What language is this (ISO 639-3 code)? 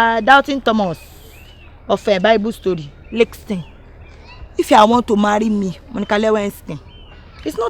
pcm